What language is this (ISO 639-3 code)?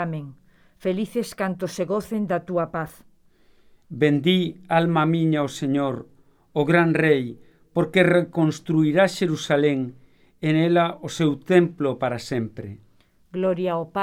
glg